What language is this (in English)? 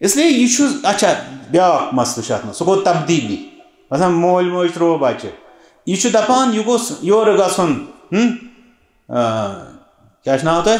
Kashmiri